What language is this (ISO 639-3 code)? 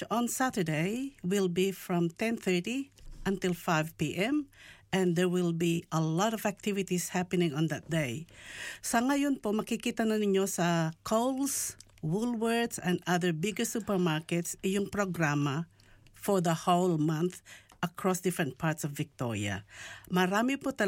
fil